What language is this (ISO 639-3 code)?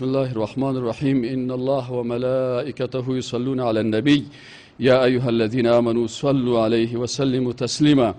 fas